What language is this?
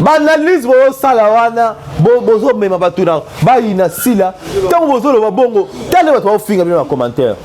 Lingala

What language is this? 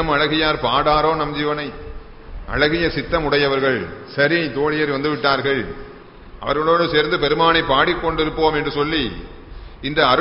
Tamil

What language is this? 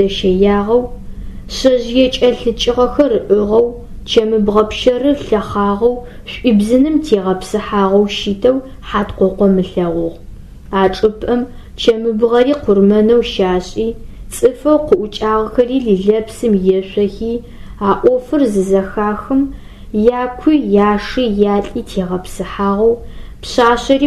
Adyghe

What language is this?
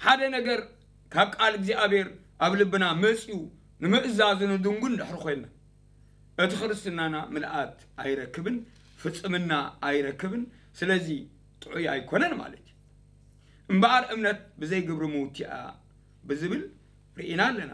Tigrinya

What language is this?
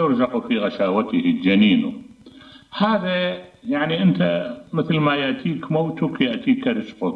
Mesopotamian Arabic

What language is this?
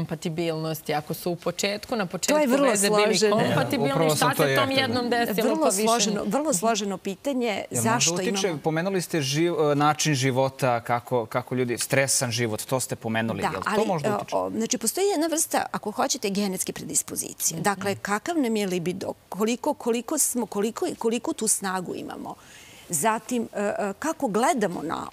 Serbian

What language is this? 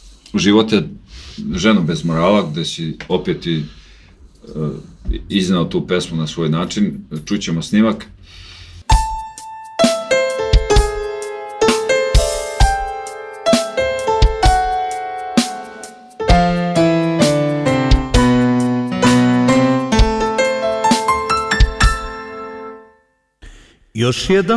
Serbian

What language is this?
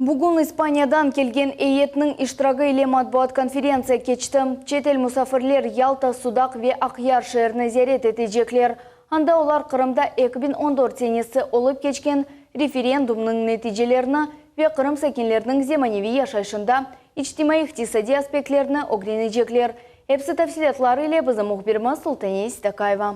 Crimean Tatar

